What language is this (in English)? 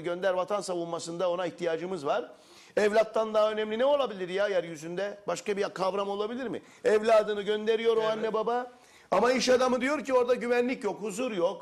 Turkish